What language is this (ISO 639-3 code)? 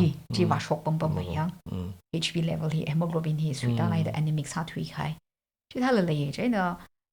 nmf